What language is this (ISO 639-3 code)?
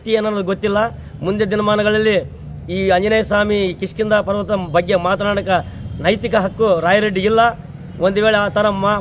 kan